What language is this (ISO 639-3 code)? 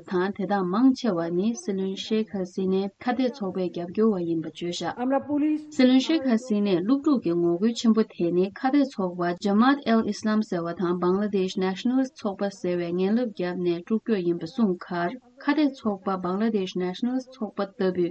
bod